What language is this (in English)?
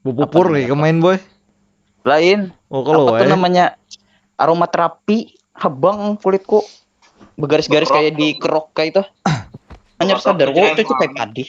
Banjar